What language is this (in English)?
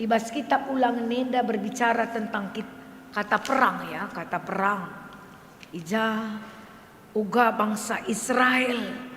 Batak Karo